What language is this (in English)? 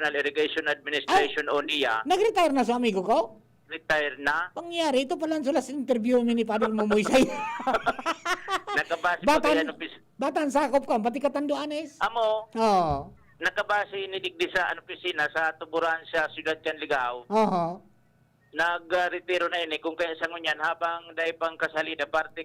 Bikol